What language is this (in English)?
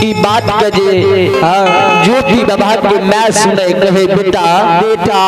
Maithili